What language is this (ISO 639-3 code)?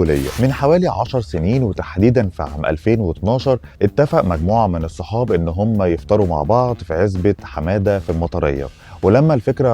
arz